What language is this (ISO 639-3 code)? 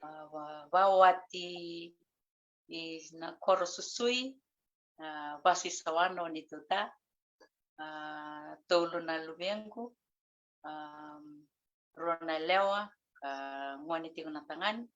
fij